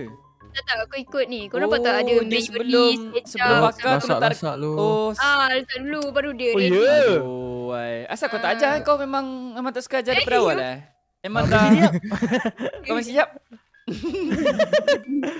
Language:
Malay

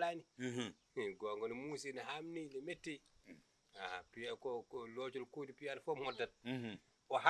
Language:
Fula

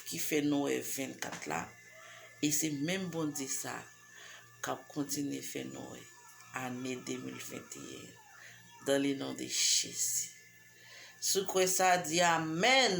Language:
Haitian Creole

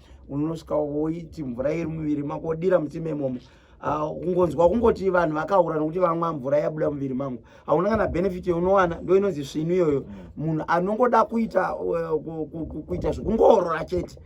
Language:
Shona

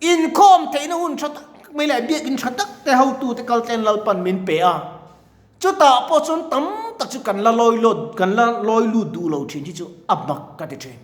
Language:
Mizo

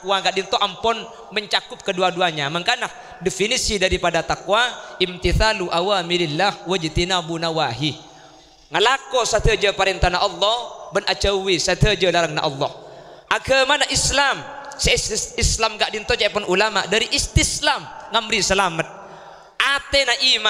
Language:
Madurese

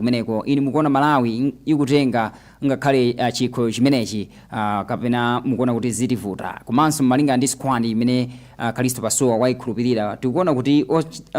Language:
Nyanja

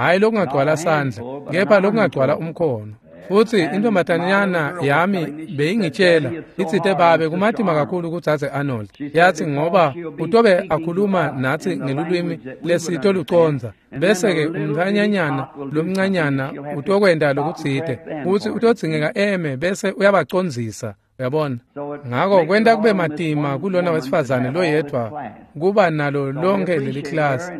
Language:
Swati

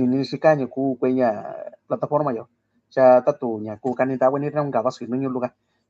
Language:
Mixtepec Mixtec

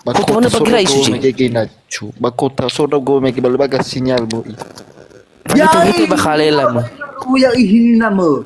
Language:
Nias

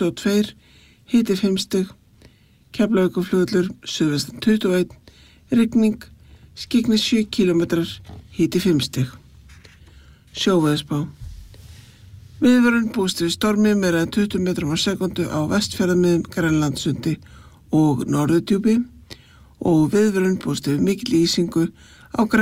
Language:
Icelandic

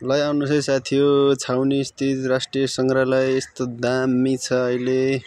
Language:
Nepali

